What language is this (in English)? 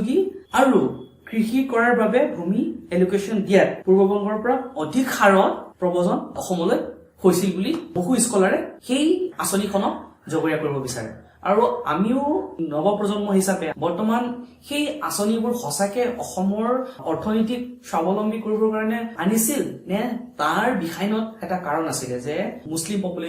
Assamese